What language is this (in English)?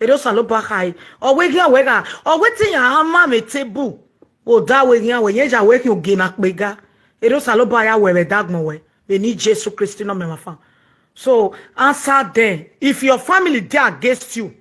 Nigerian Pidgin